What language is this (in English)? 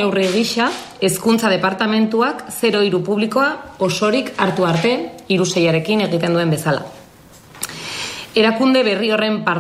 Basque